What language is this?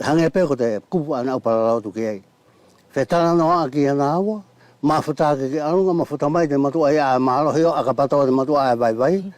Wallisian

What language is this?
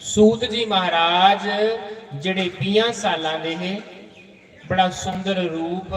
Dogri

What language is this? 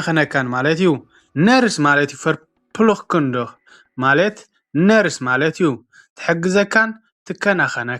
Tigrinya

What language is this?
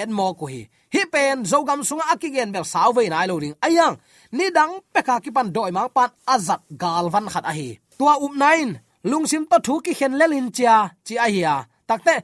Tedim Chin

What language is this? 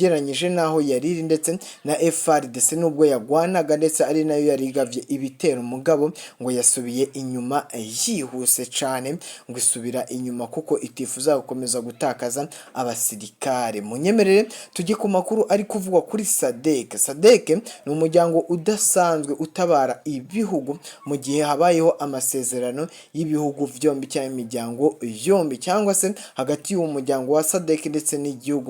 Rundi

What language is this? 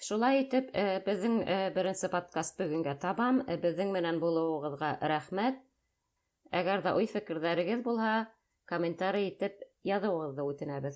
Bashkir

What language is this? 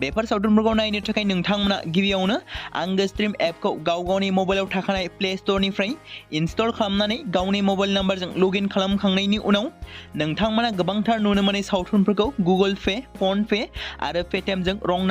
Bodo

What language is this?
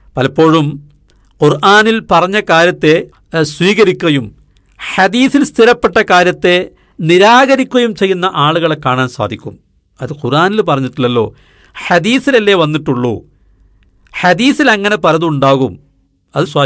Malayalam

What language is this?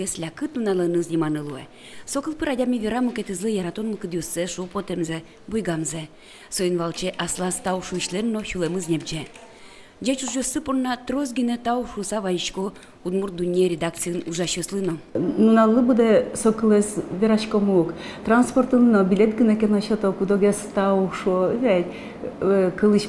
Udmurt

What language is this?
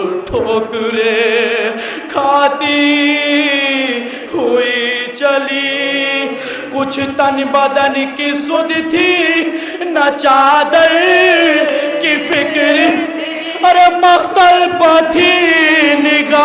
Urdu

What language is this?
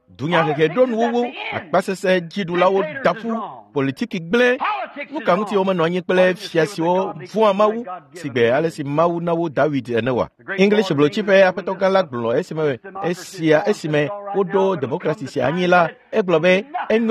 Ewe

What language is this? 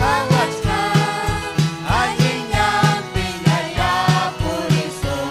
Ayacucho Quechua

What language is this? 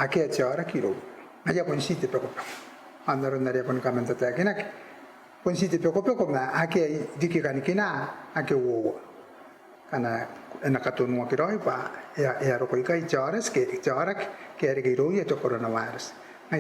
Gilbertese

